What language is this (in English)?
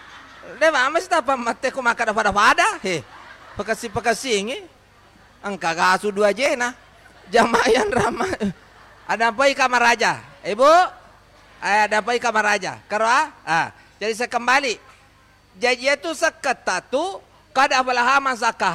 Buginese